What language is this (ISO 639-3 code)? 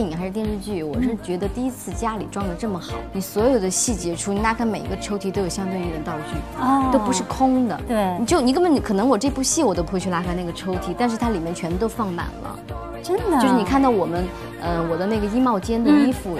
zho